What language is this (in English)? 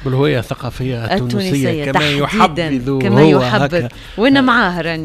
Tunisian Arabic